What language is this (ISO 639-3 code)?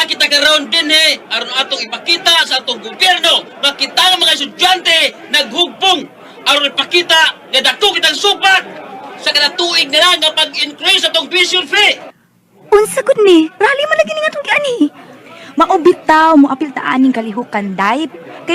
ceb